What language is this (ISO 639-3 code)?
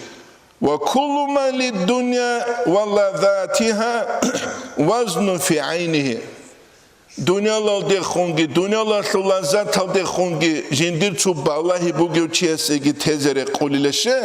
ava